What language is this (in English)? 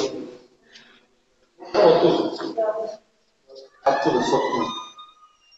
Russian